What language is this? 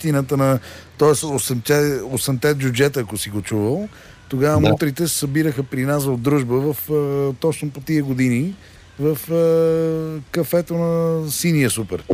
Bulgarian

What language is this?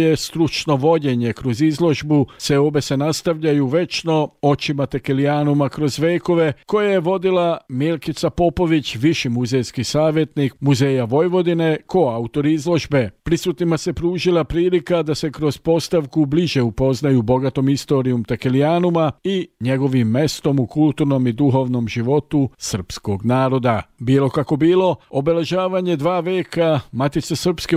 Serbian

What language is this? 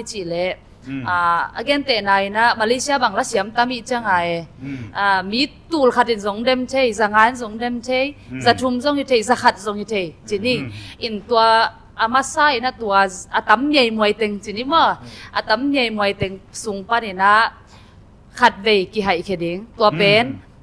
Tedim Chin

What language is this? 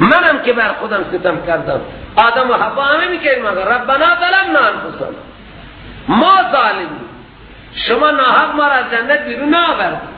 Persian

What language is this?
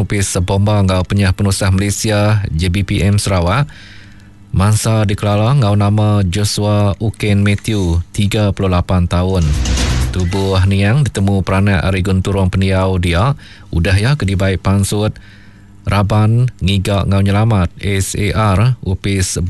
Iban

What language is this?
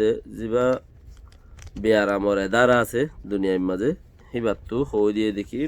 Rohingya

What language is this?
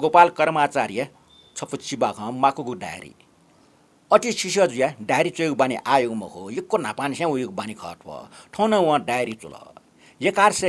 Newari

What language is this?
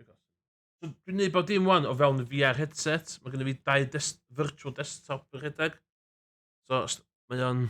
Welsh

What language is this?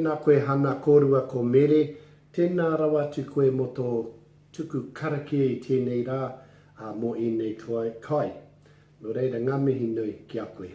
Māori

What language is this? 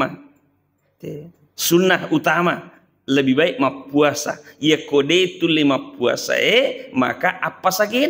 Buginese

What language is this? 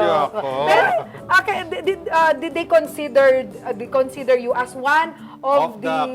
Pampanga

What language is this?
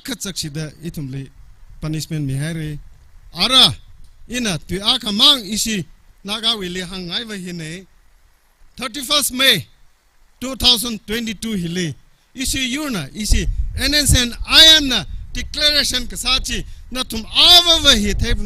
Tangkhul Naga (India)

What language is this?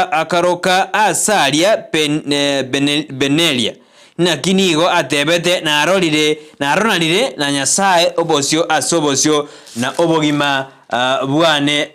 Gusii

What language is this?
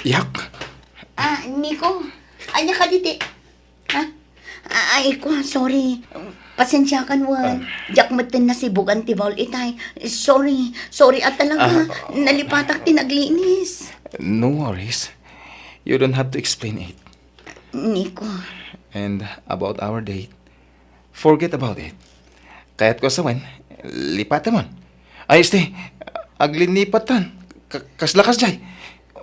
Iloko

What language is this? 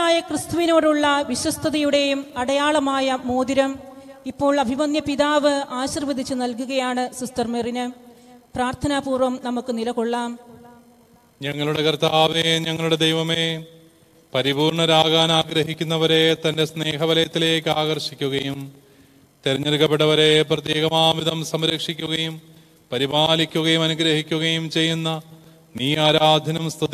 Malayalam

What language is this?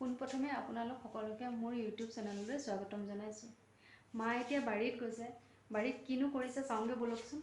Assamese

